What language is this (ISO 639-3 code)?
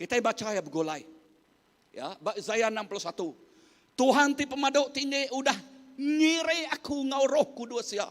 iba